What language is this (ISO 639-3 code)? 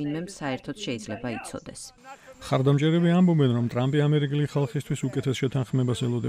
kat